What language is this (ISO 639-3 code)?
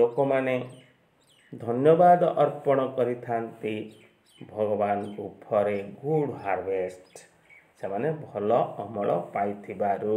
ori